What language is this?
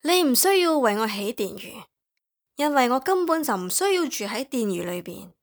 Cantonese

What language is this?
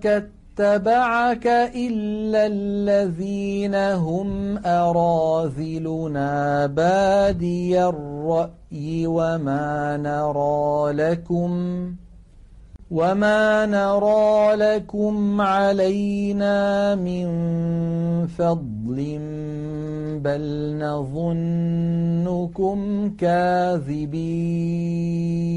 Arabic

